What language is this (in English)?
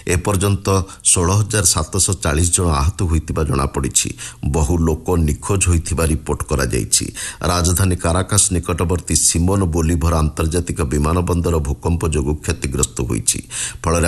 Odia